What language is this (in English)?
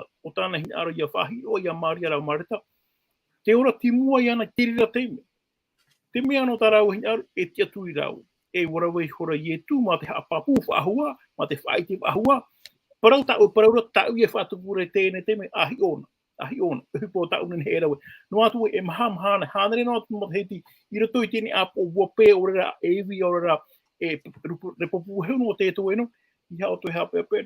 Tahitian